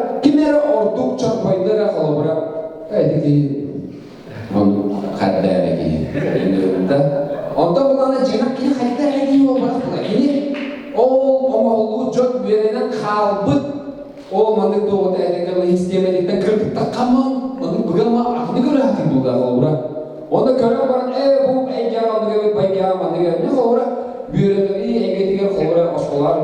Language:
Yakut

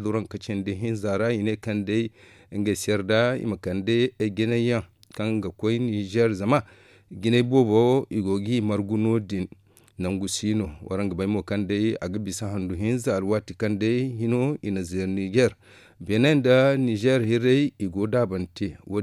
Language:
Zarma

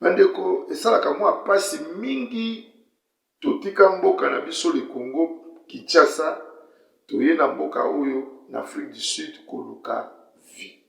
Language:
Lingala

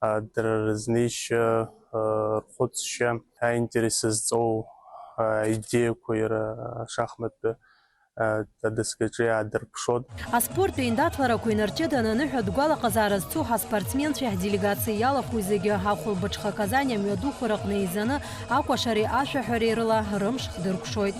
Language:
Abkhazian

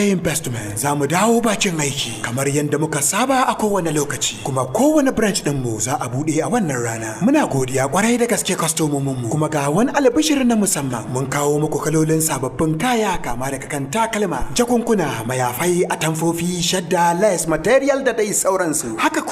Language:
Hausa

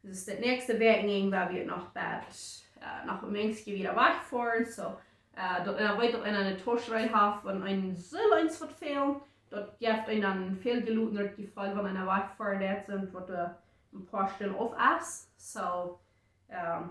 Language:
Plautdietsch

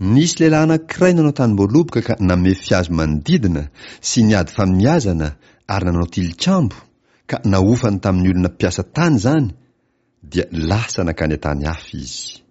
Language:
Malagasy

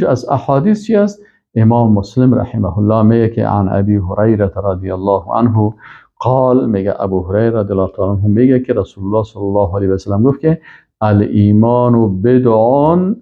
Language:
Persian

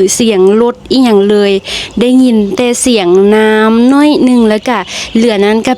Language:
Lao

